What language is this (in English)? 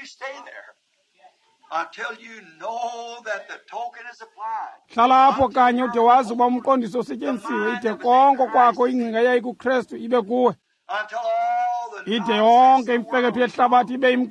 Xhosa